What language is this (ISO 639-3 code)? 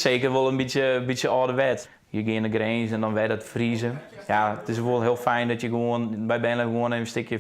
fry